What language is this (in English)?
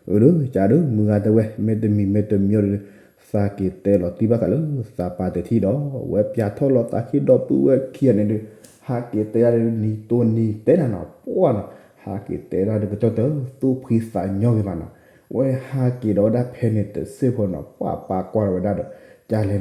S'gaw Karen